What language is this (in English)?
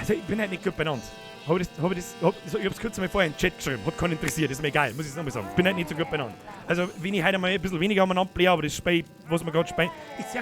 Bavarian